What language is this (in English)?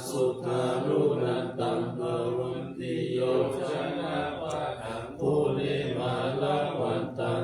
Pali